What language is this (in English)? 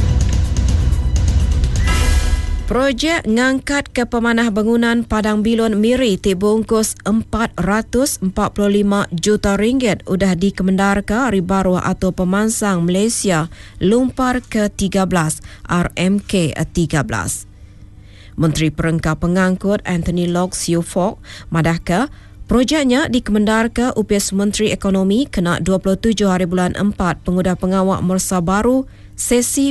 Iban